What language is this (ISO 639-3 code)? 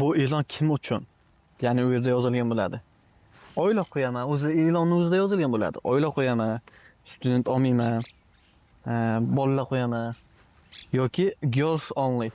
uzb